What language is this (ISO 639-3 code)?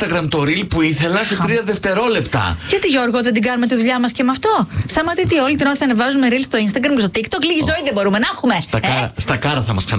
ell